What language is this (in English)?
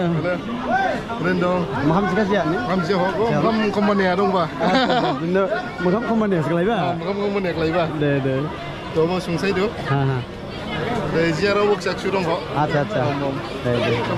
Dimasa